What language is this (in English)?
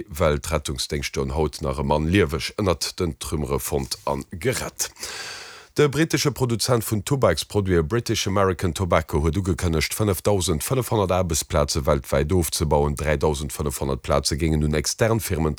Luxembourgish